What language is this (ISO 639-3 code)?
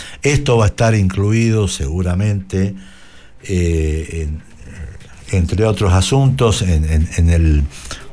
spa